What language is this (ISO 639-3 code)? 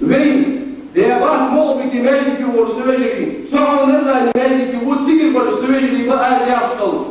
inh